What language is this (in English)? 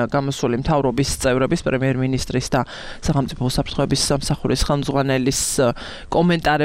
Georgian